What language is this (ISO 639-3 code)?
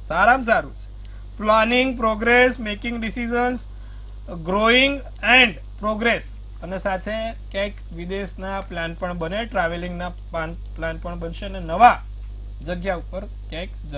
guj